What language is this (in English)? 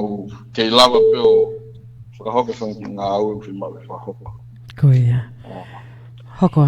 Tongan